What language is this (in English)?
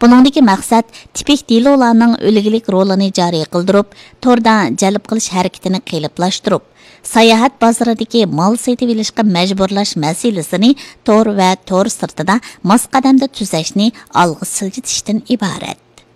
Uyghur